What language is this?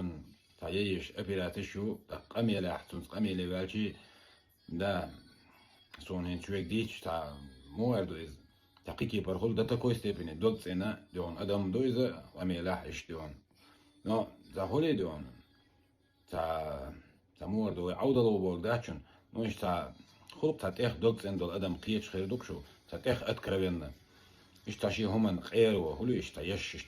Chechen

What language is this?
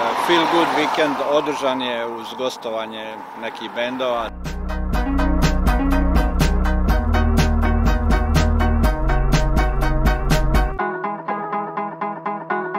Croatian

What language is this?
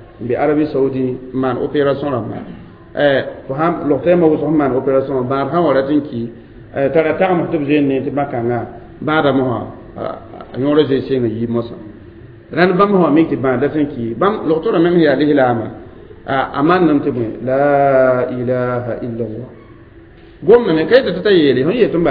Mossi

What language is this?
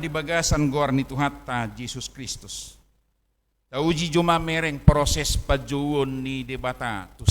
Batak Toba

